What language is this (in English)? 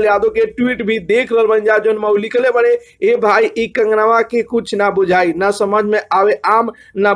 Bhojpuri